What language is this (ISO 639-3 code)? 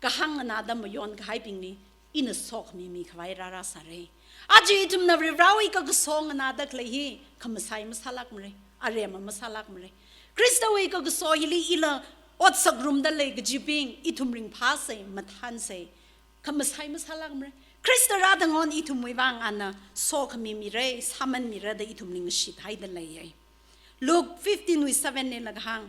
nmf